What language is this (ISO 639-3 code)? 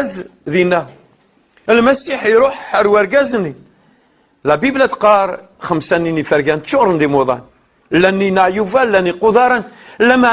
kab